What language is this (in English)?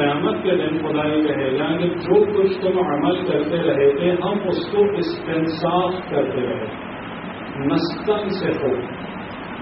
Urdu